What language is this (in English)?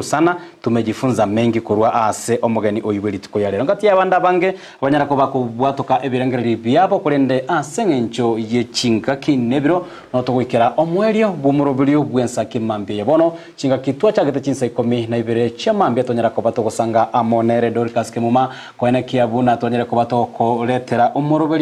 Gusii